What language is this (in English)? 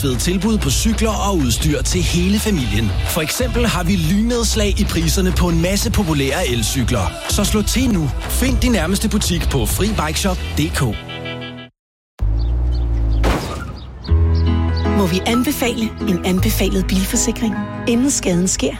Danish